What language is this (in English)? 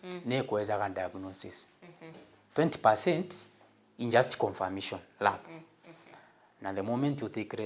Meru